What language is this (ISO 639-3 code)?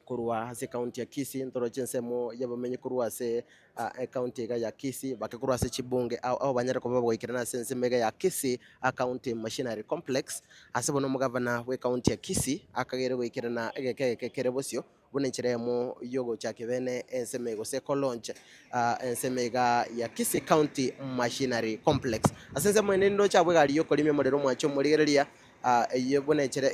guz